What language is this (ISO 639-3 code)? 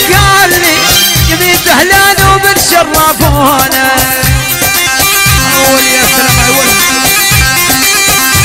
ajp